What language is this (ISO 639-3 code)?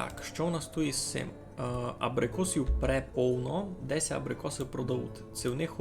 rue